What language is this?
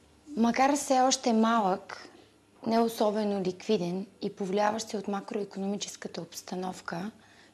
Bulgarian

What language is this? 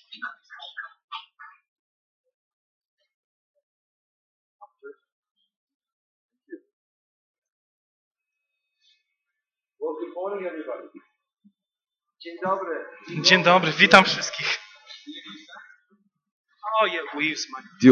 Polish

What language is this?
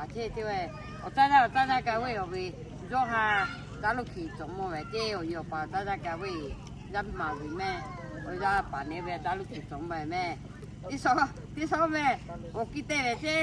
Lahu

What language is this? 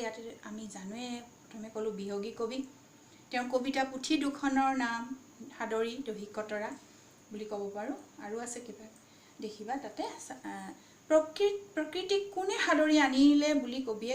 Assamese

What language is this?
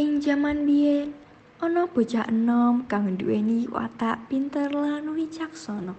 Javanese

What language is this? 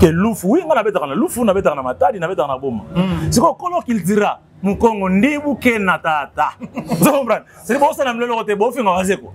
Lingala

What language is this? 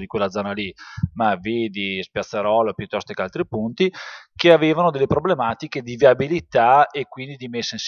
Italian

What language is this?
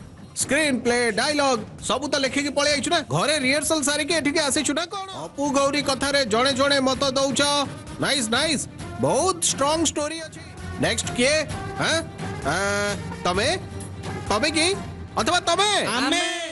Odia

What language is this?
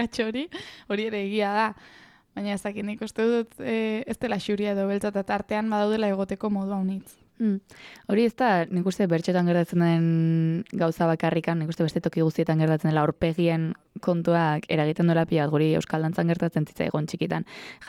Basque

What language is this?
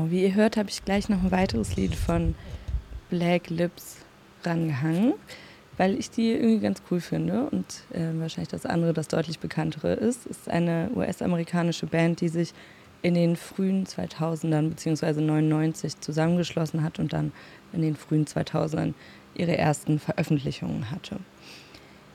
German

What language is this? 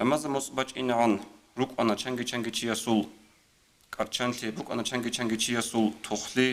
Avaric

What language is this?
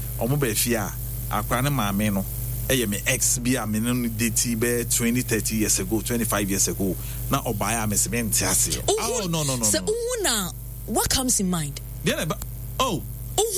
Akan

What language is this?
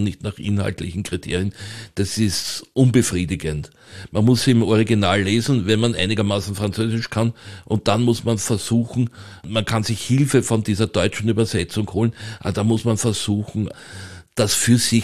German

